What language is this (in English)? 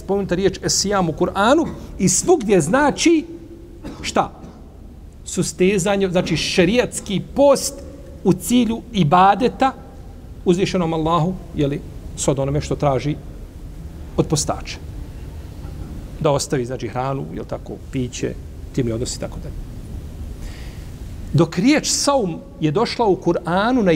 Bosnian